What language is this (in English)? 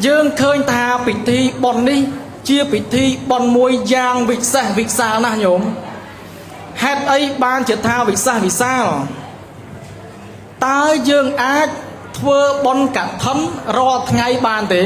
Khmer